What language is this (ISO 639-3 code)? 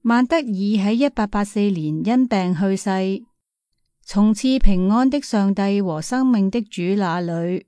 yue